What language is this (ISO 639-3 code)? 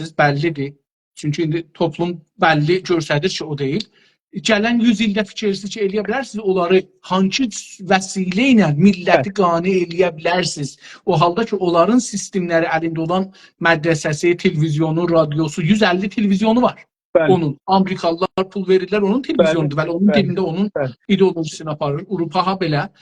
azb